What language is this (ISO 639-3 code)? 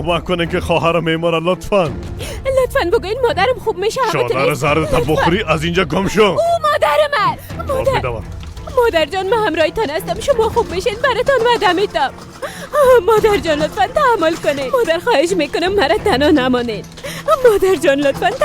fas